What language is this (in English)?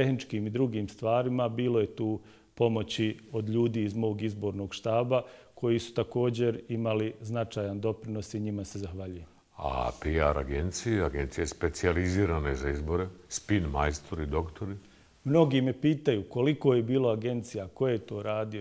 Bosnian